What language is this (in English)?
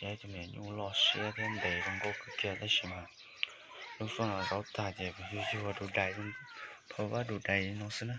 Hmong